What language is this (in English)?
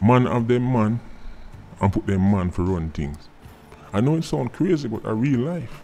Jamaican Creole English